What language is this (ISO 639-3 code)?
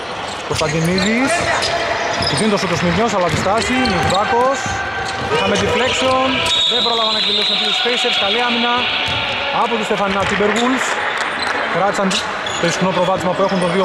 ell